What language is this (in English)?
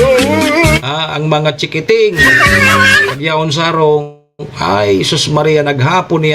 Bikol